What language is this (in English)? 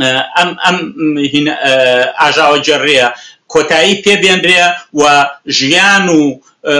Central Kurdish